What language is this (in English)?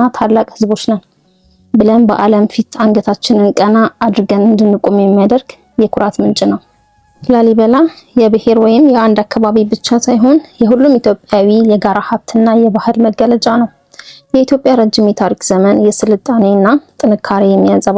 Amharic